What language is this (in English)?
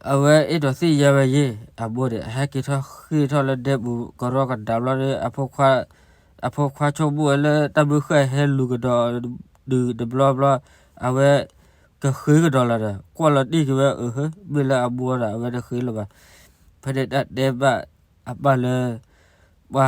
S'gaw Karen